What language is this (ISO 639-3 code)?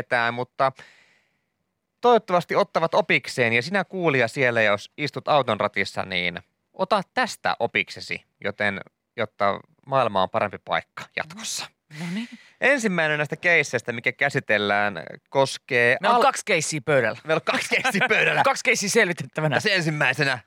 fin